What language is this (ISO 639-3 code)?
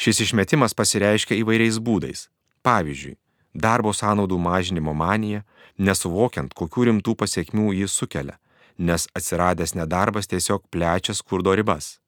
lit